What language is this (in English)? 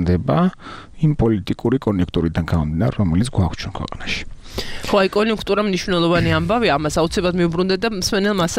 Georgian